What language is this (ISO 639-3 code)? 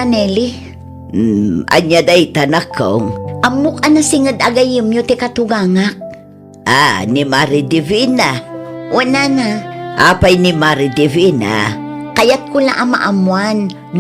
ilo